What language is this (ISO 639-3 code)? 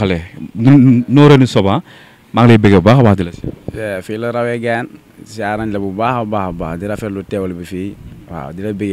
wol